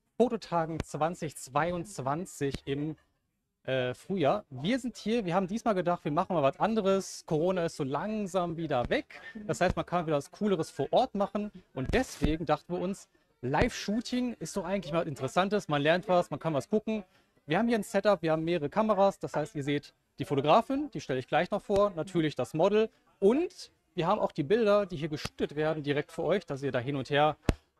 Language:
German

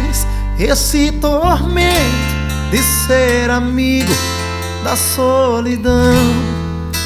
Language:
Portuguese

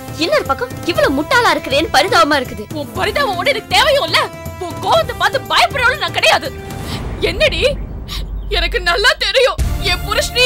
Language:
Tamil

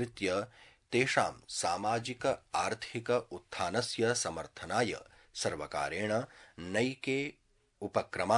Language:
Sanskrit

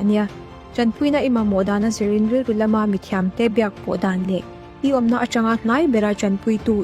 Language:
Mizo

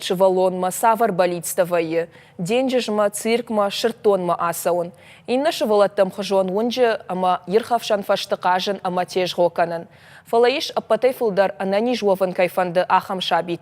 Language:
Ossetic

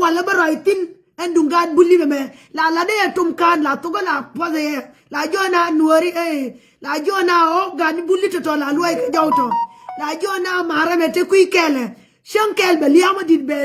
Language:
Nuer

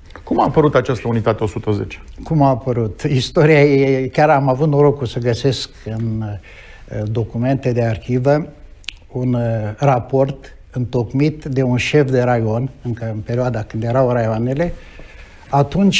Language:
Romanian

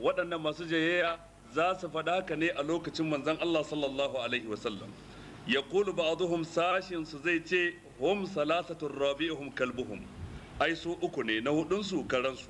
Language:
Hausa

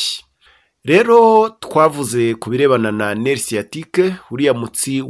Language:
Kinyarwanda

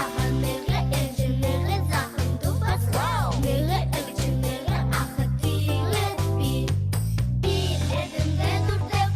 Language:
Buriat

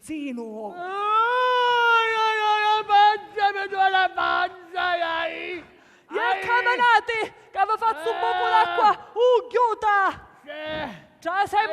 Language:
Sicilian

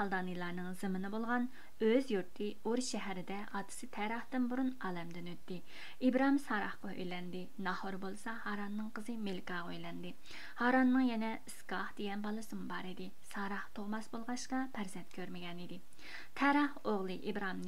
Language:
Uyghur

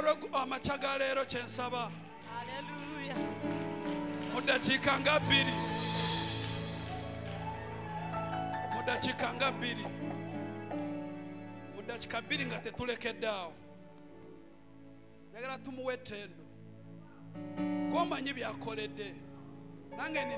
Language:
Ganda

